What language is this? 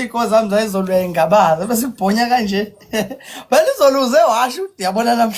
Zulu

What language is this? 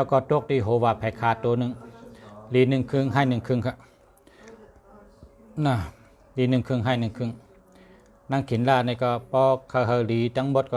Shan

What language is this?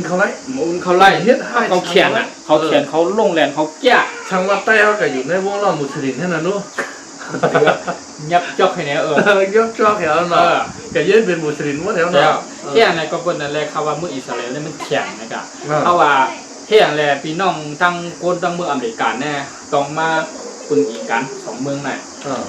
Shan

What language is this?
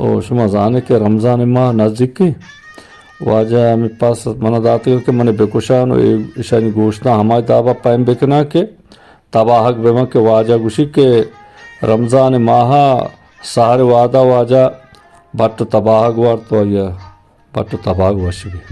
Eastern Balochi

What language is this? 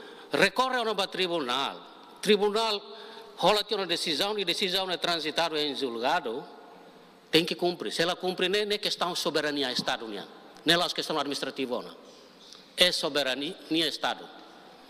Tetum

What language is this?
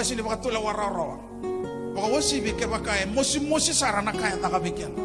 Fijian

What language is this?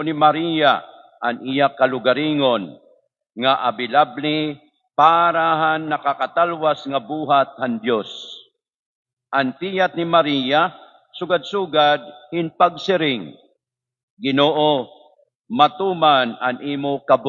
Waray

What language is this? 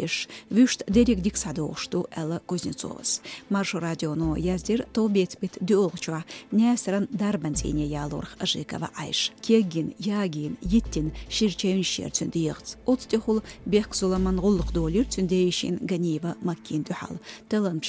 Chechen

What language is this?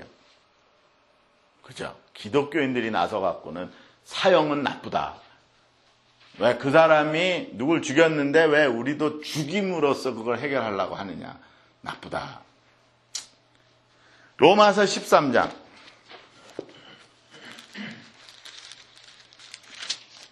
Korean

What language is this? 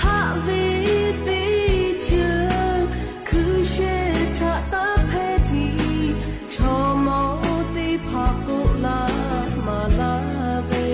Lahu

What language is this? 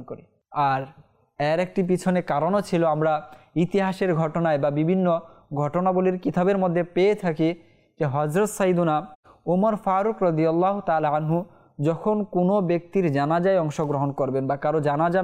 Bangla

